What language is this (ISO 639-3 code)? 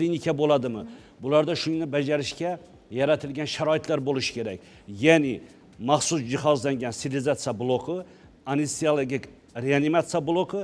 uzb